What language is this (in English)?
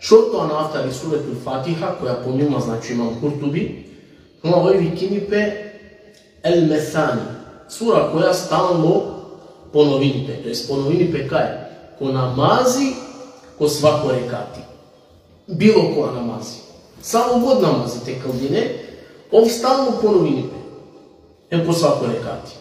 Balkan Romani